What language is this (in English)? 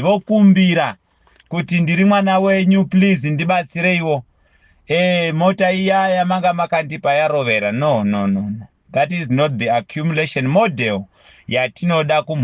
Shona